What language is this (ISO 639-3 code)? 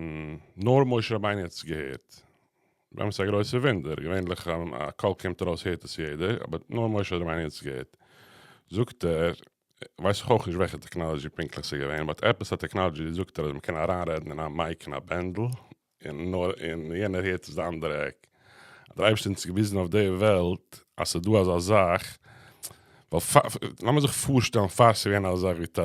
yid